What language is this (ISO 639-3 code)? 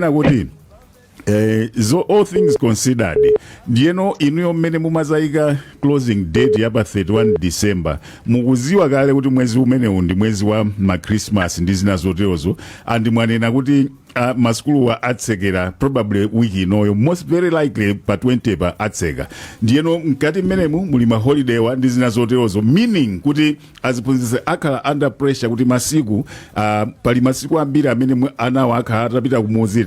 nya